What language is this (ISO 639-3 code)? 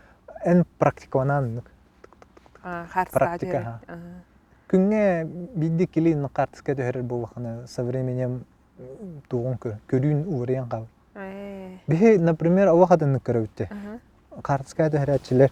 sah